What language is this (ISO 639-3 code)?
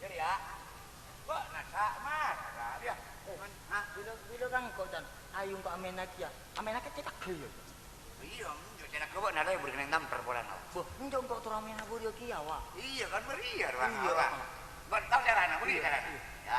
mad